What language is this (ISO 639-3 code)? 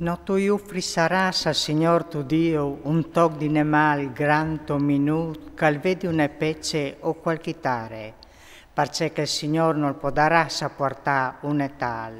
fur